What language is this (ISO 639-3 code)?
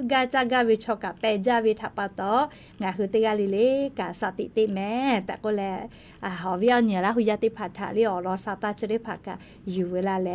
lhu